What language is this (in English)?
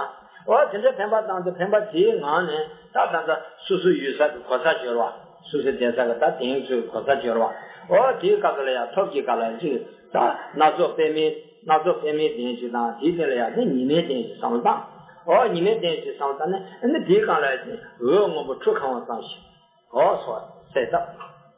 Tibetan